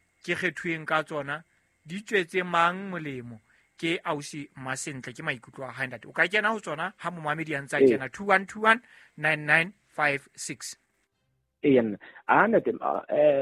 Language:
Southern Sotho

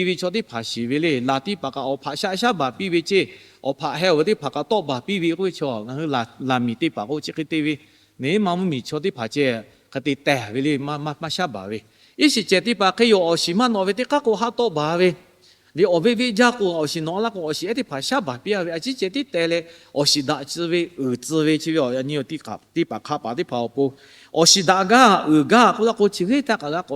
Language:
Lahu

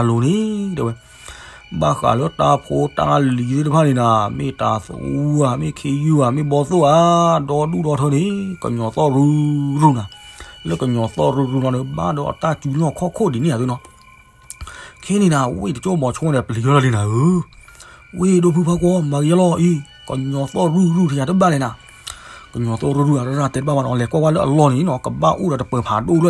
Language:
S'gaw Karen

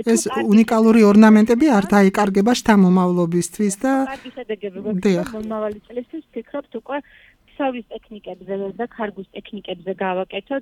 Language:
Georgian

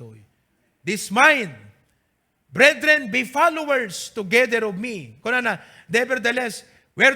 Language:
Iloko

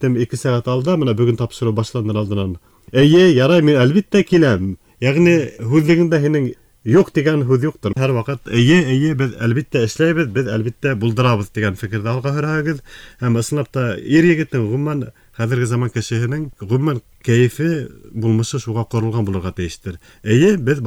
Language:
Bashkir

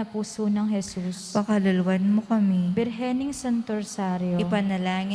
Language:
Pampanga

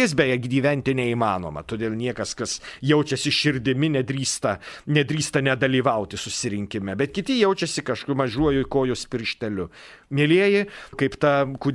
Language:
Lithuanian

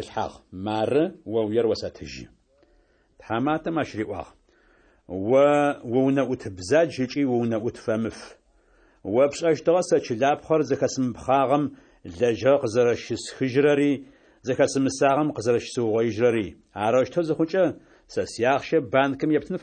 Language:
Adyghe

